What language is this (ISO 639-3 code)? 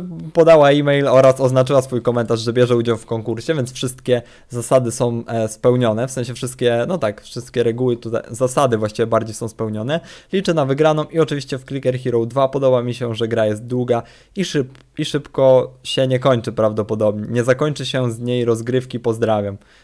pol